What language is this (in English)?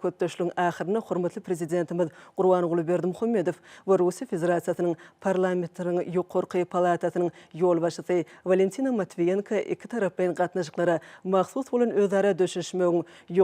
Turkmen